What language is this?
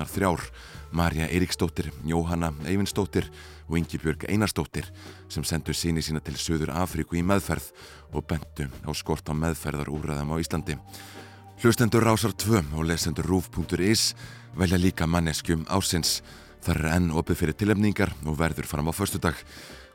Icelandic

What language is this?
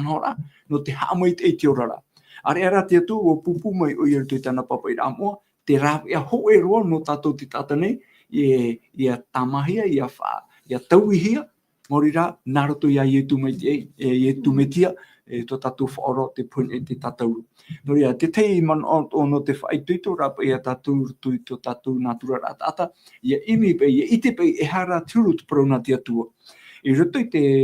Tahitian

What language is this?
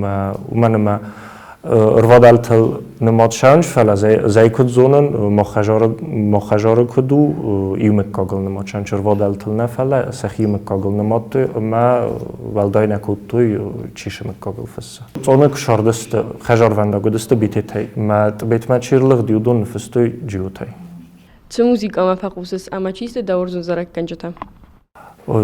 Ossetic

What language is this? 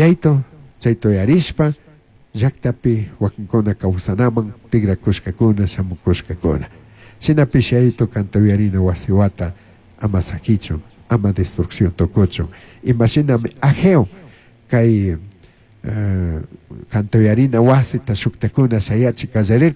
Chimborazo Highland Quichua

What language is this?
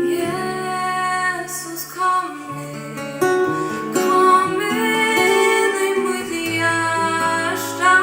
Faroese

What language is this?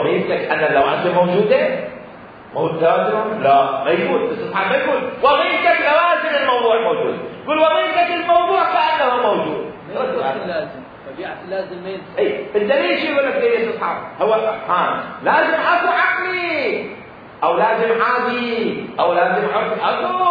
Mesopotamian Arabic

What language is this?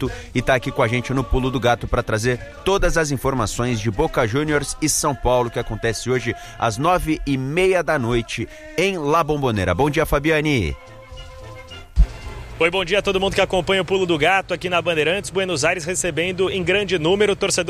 Portuguese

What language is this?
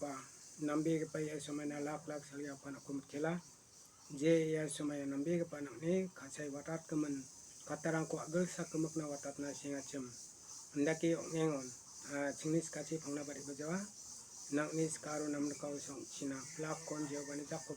Garo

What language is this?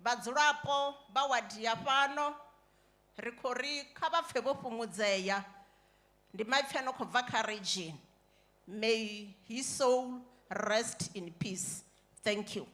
Venda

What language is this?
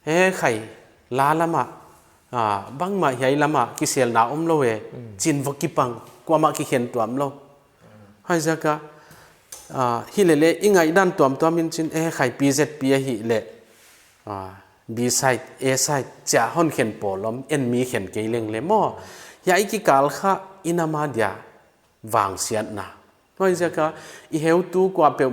Paite Chin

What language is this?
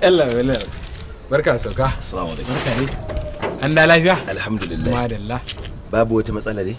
Hausa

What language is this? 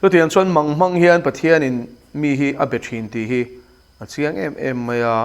Mizo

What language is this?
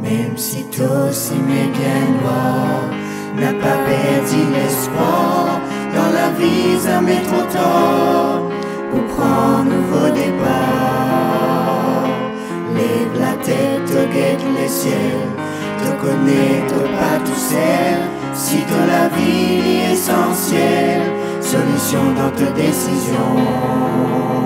Morisyen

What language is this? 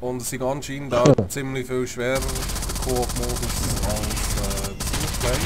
Swiss German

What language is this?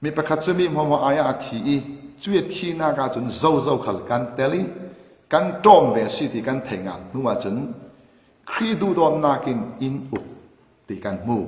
Falam Chin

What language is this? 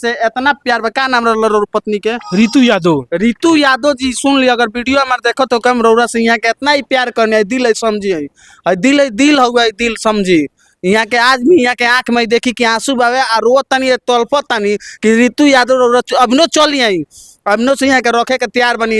Bhojpuri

